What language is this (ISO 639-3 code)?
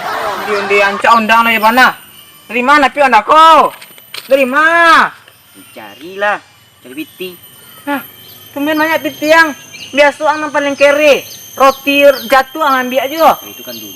min